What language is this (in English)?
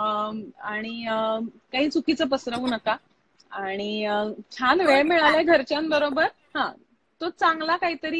Marathi